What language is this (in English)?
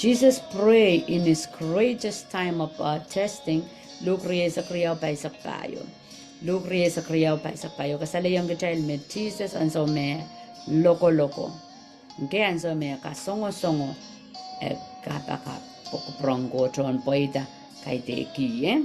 Pohnpeian